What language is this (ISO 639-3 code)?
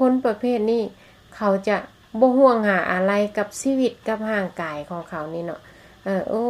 lao